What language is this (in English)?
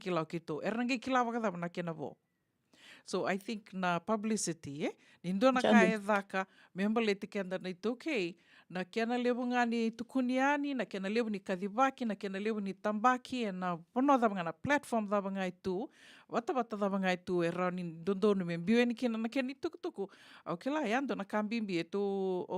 Fijian